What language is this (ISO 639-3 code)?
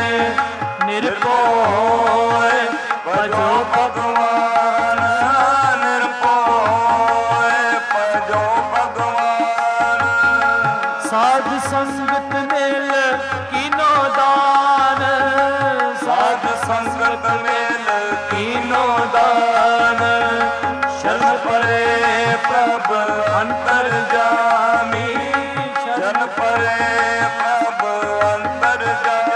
pan